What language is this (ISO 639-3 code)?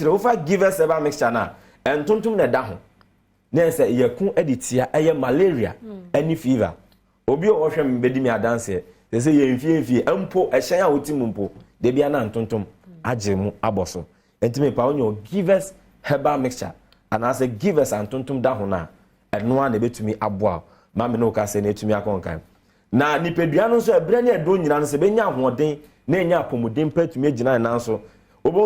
aka